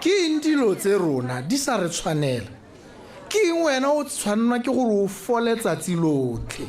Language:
Tswana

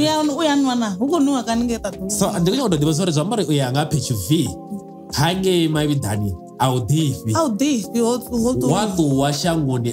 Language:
Venda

